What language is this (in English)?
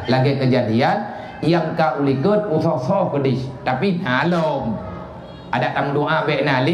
Achinese